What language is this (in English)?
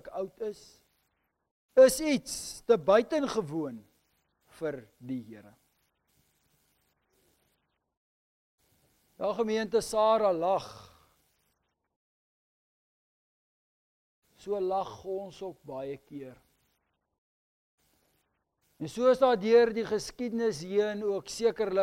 Afrikaans